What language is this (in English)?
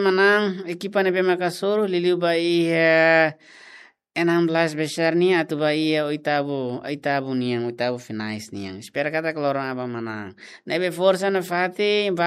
Tetum